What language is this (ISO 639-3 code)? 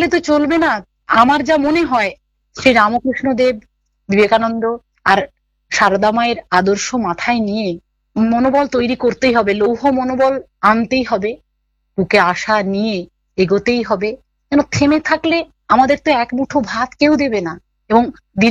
ben